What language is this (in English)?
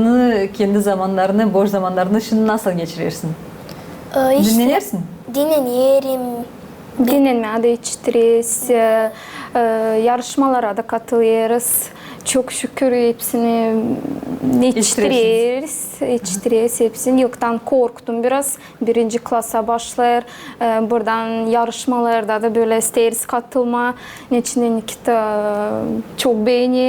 Gagauz